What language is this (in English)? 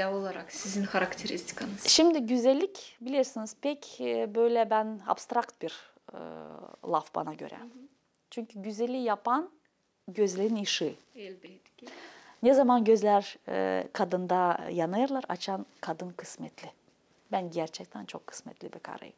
Gagauz